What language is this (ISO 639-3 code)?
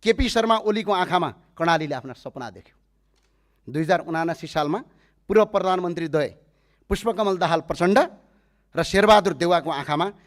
nep